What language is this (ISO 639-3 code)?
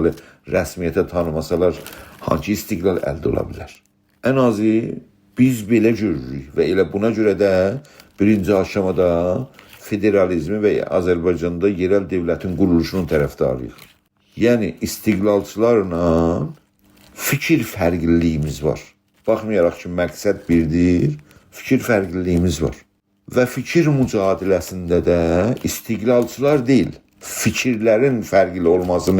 azb